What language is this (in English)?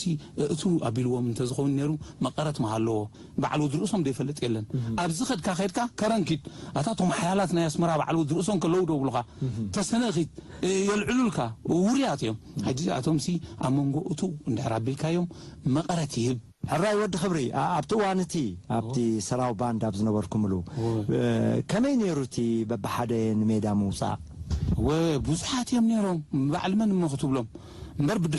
Tigrinya